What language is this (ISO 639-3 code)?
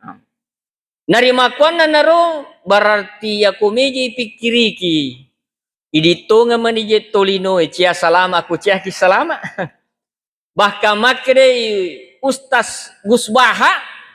bug